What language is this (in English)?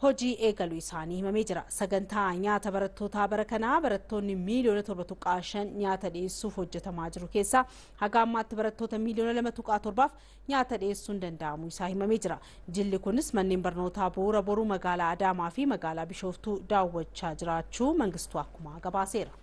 Oromo